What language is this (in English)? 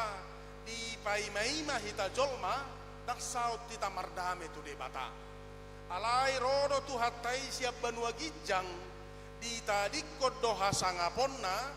Batak Toba